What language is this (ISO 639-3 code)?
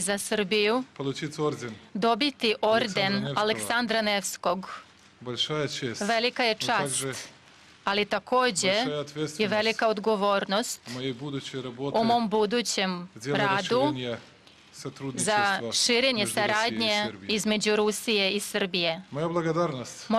srp